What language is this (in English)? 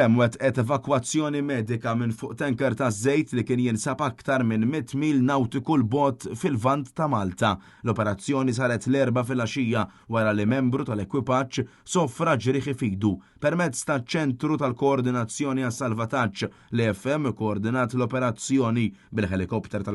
Maltese